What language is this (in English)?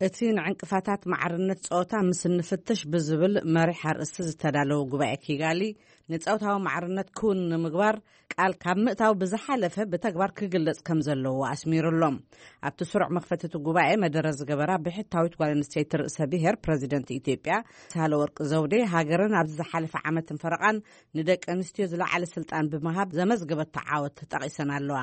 Tigrinya